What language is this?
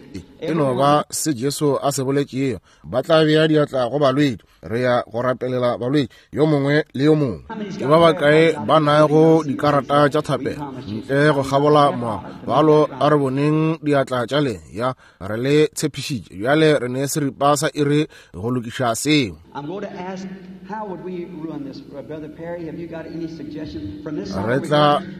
Northern Sotho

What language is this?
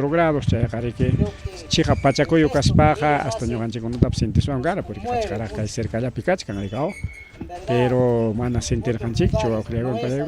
Ayacucho Quechua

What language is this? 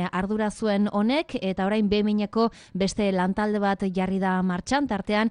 Basque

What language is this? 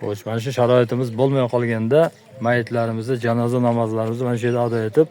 Uzbek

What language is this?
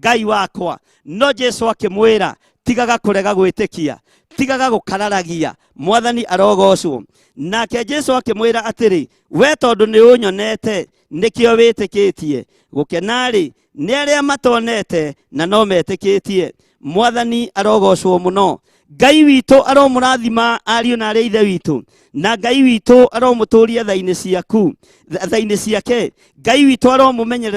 Kikuyu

